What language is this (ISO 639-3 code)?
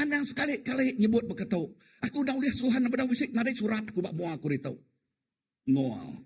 iba